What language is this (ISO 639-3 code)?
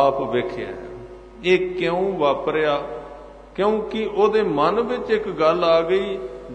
pan